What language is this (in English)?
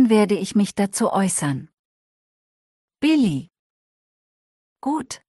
German